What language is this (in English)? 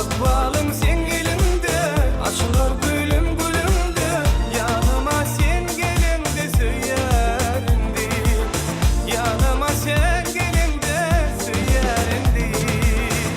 Turkmen